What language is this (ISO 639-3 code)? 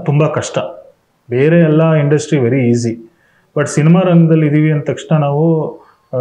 kan